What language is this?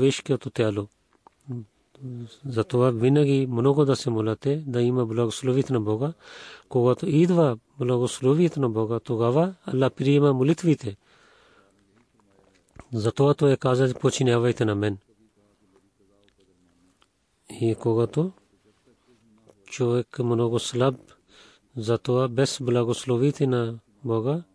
Bulgarian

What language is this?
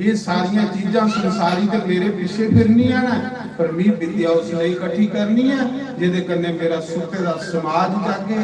Dogri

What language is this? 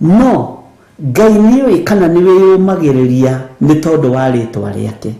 Kikuyu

